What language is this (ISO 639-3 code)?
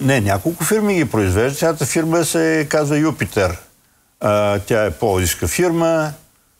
bul